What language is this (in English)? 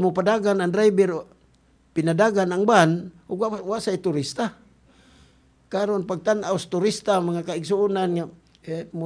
Cebuano